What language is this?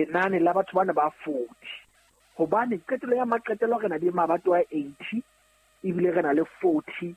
Southern Sotho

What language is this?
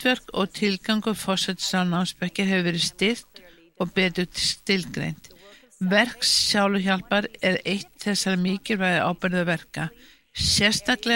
Icelandic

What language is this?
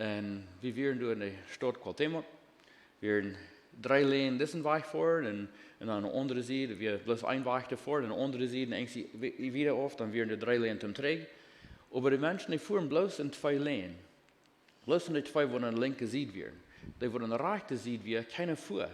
Plautdietsch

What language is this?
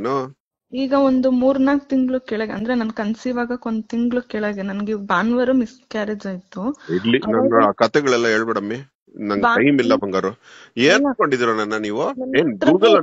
Kannada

